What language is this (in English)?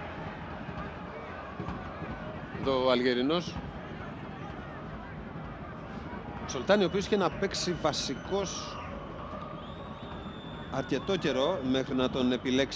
Greek